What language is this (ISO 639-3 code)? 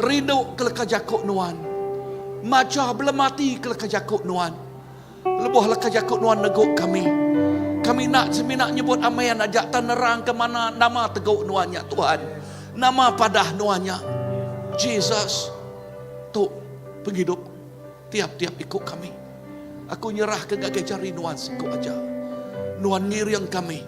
iba